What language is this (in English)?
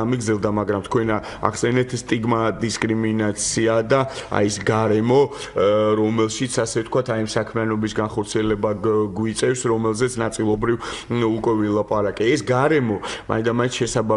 Georgian